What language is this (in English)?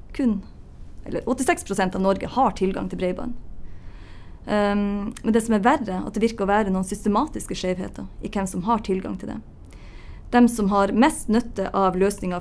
Norwegian